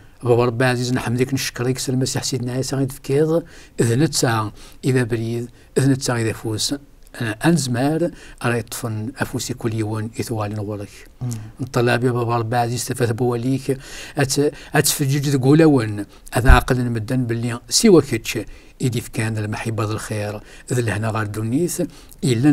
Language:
Kabyle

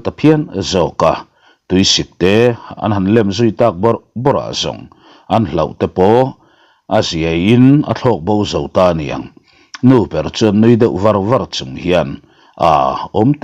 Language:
Mizo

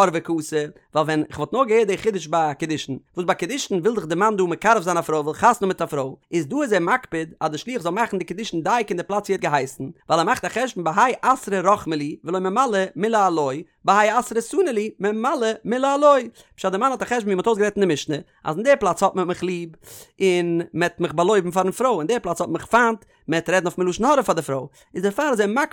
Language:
Yiddish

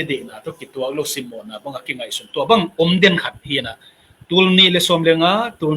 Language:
Tedim Chin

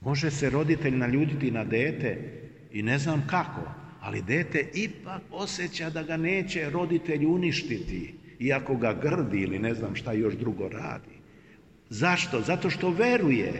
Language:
Serbian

